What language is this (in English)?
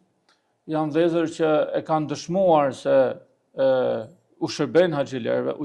Albanian